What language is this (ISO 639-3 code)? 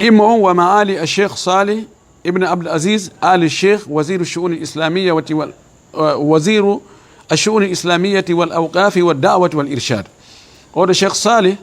ful